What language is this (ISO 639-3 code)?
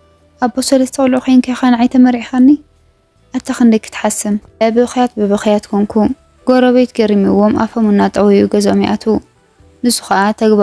tir